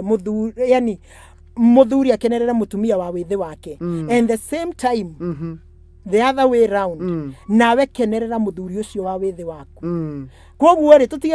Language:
Kikuyu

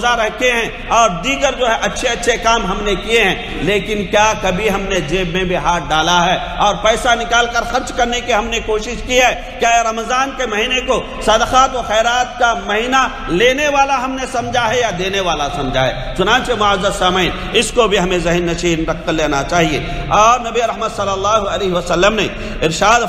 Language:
Urdu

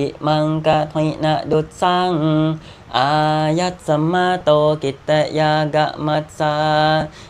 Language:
Pali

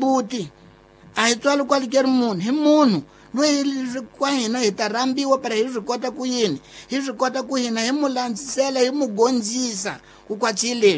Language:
Tsonga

